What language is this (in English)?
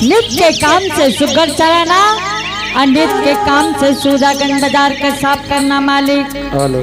Angika